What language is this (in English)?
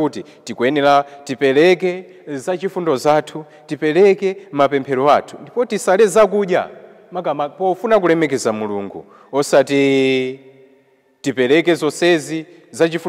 Nyanja